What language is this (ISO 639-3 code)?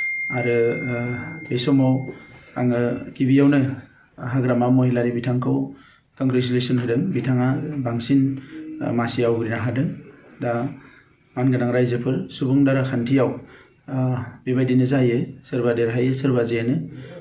brx